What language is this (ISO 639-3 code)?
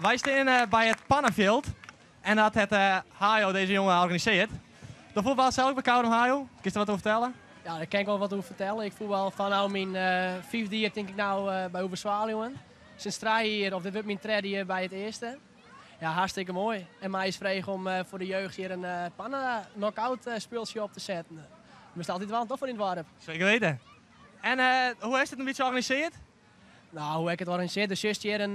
fry